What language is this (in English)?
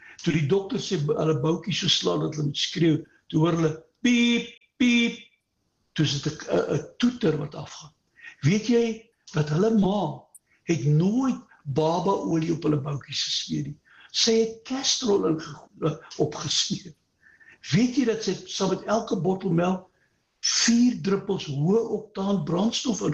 Afrikaans